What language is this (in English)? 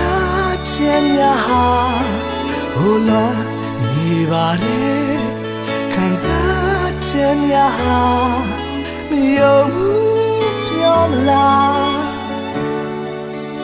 Burmese